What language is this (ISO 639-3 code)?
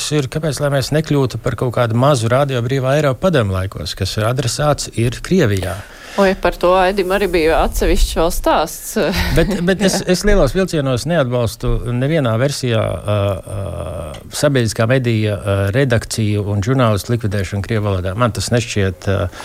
lav